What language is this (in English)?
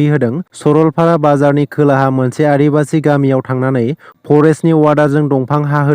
Bodo